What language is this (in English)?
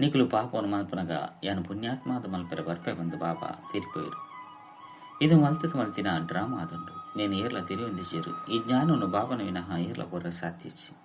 Tulu